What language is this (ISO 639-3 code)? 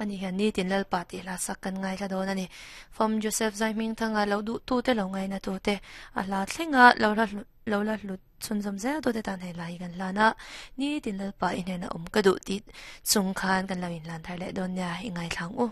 lus